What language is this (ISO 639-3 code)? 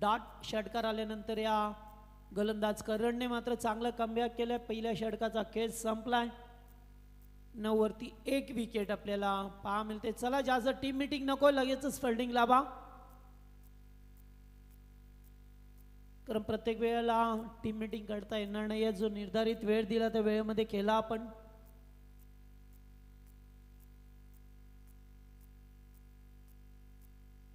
mar